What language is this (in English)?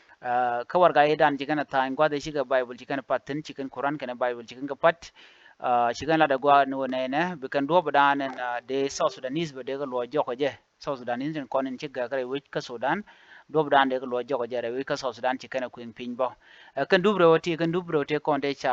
Nuer